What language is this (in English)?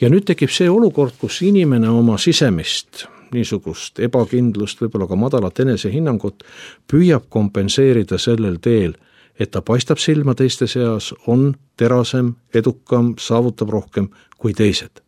Estonian